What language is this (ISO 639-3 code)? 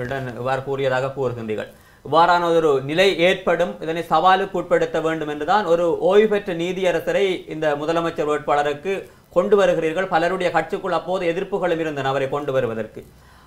tam